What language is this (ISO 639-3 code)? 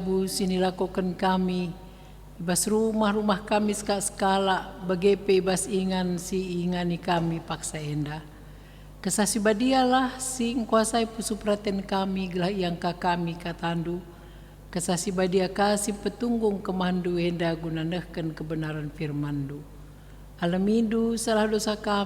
btx